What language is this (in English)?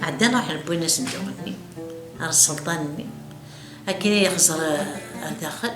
Kabyle